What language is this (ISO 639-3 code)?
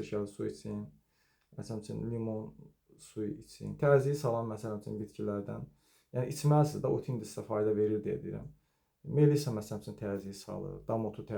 aze